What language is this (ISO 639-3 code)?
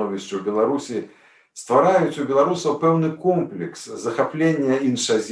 bel